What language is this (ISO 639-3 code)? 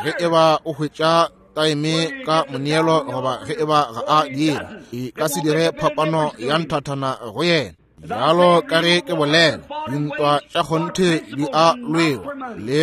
nso